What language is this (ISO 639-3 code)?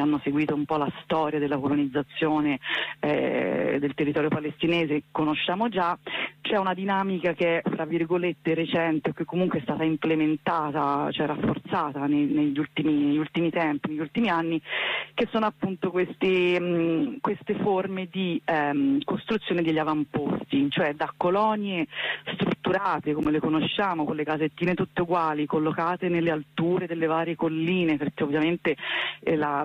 ita